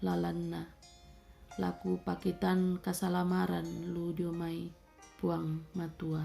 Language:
Toraja-Sa'dan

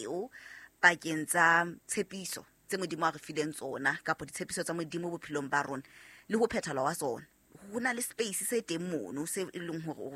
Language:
Southern Sotho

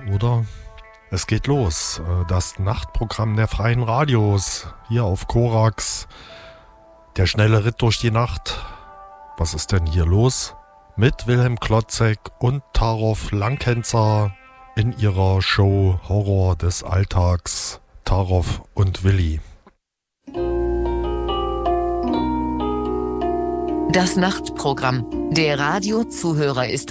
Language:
German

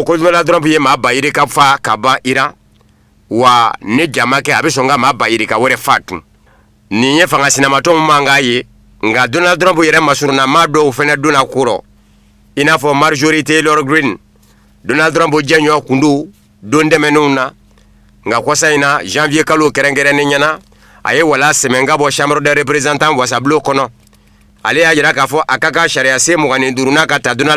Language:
Bambara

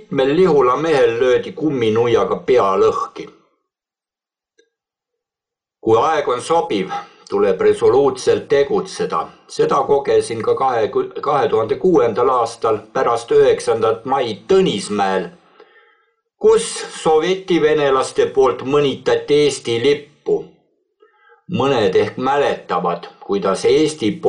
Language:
Estonian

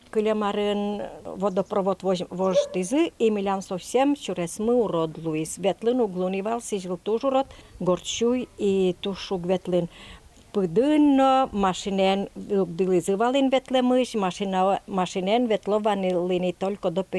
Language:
Udmurt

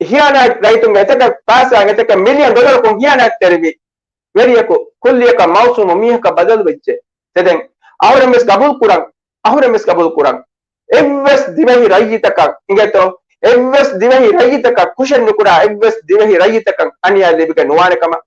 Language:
Divehi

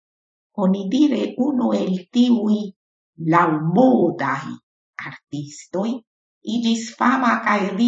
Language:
Esperanto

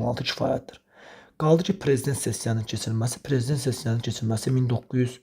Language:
Azerbaijani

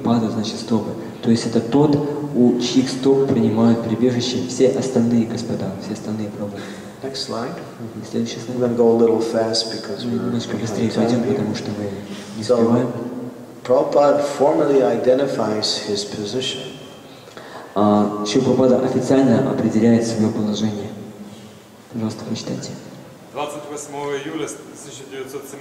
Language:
Russian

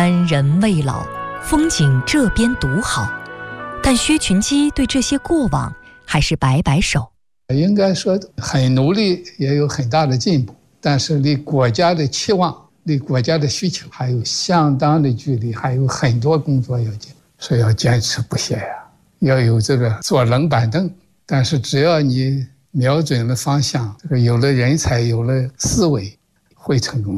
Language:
Chinese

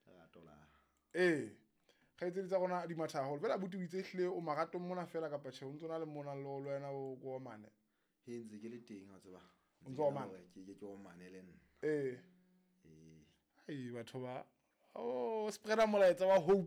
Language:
Southern Sotho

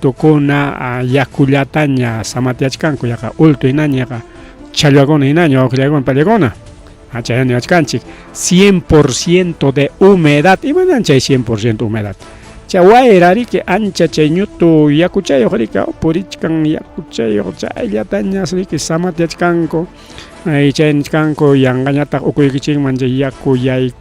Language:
Ayacucho Quechua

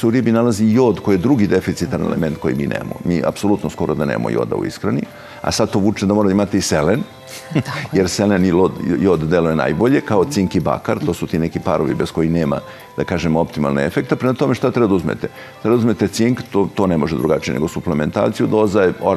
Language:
Serbian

